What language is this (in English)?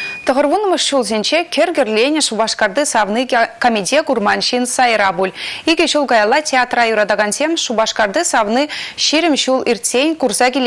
Chuvash